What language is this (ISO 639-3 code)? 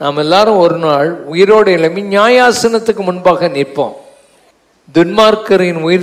tam